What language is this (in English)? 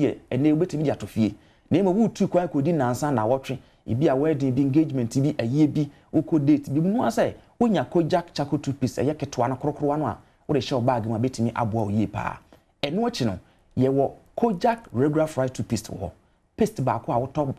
Akan